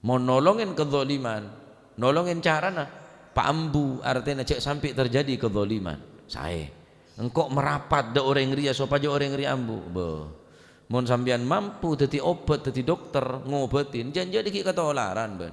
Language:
Madurese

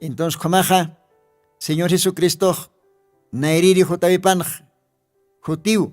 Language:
Aymara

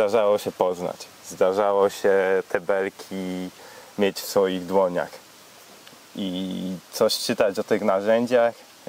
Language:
Polish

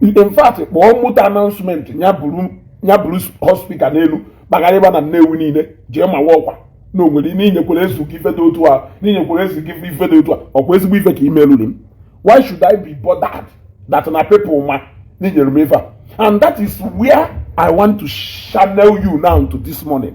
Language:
Igbo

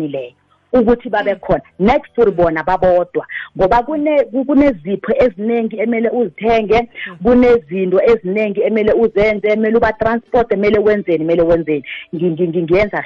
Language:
South Ndebele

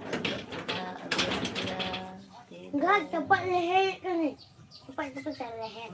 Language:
Santali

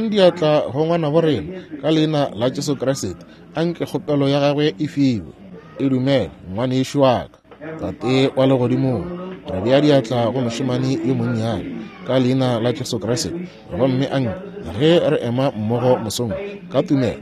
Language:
Northern Sotho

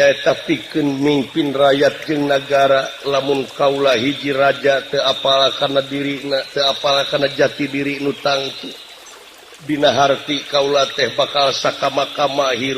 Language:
Sundanese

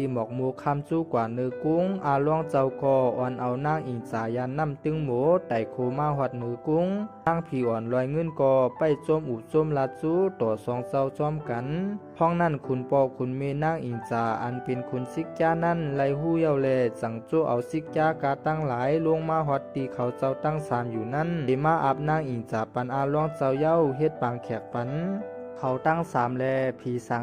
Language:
Shan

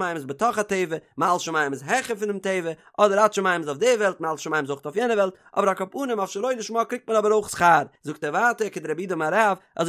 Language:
Yiddish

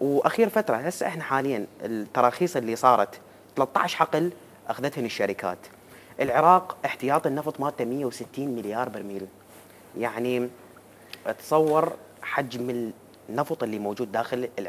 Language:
Mesopotamian Arabic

